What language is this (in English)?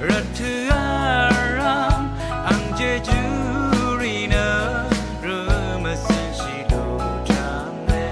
Rawang